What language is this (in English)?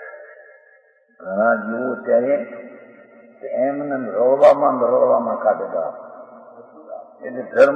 Gujarati